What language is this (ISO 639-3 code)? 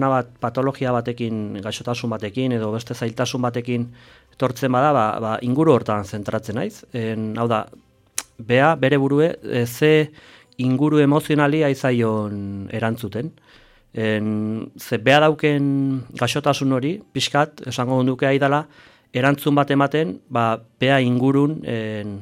eus